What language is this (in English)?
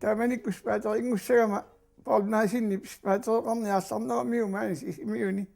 Kalaallisut